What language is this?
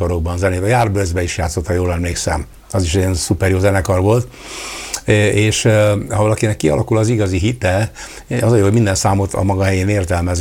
Hungarian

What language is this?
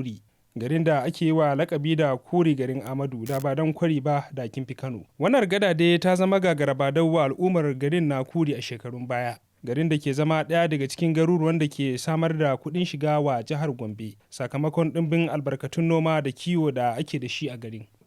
Hausa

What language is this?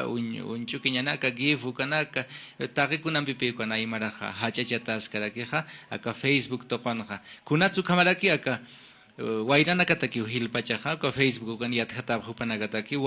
Aymara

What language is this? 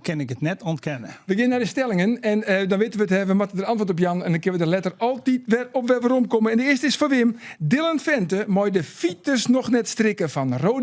Western Frisian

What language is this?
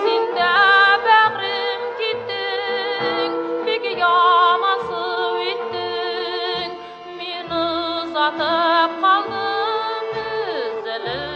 Tatar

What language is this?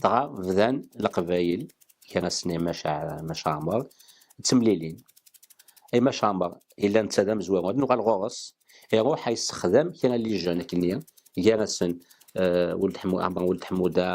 Kabyle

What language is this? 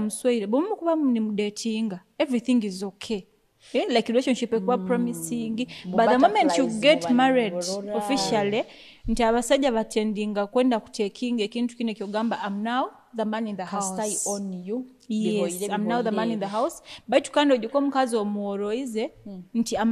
Nyoro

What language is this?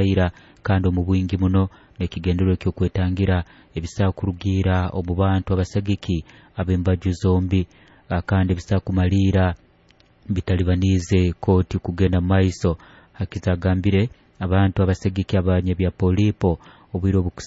Nyoro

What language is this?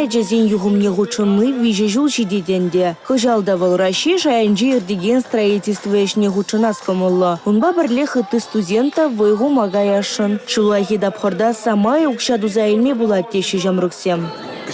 Chuvash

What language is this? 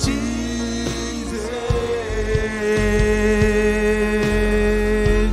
Marshallese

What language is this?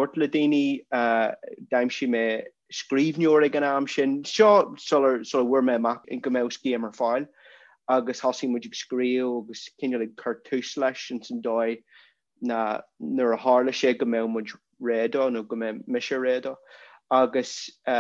Irish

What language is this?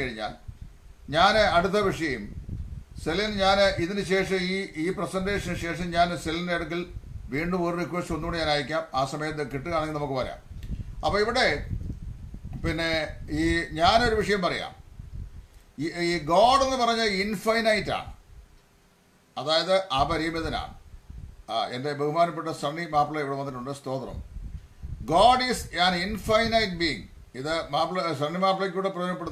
Malayalam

